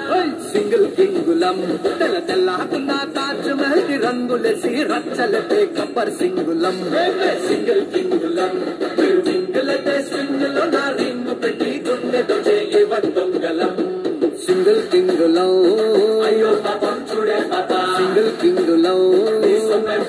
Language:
Telugu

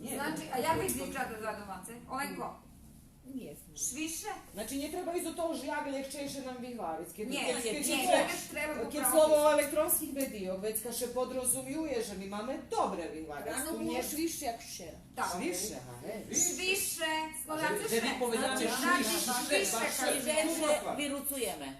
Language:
Rusyn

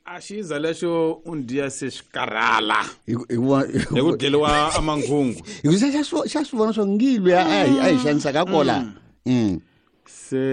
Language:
Tsonga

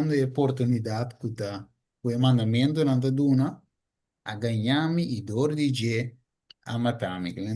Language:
Papiamento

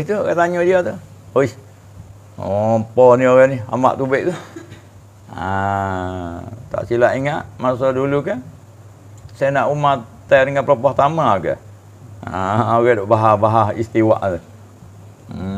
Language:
Malay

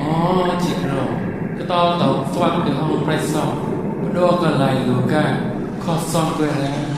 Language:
Mon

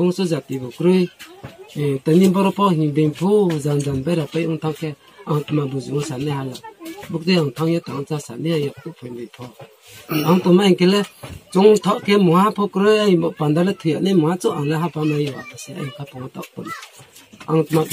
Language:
Riang (India)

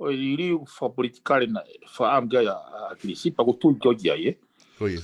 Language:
Tongan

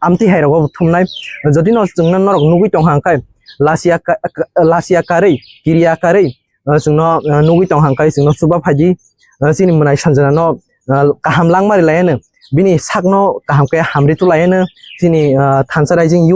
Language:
Kok Borok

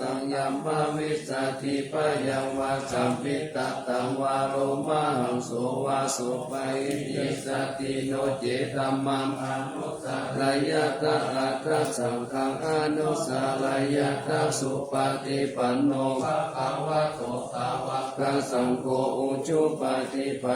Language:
Pali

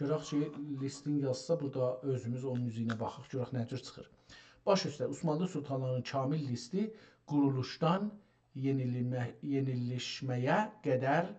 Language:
South Azerbaijani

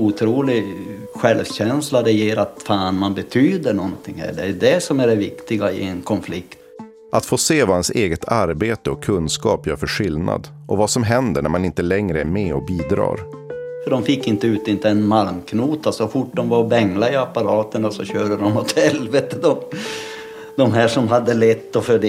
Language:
Swedish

